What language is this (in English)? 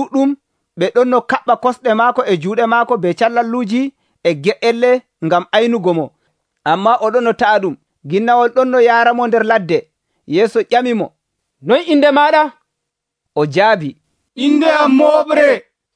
Nigerian Fulfulde